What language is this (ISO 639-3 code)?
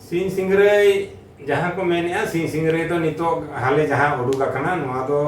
sat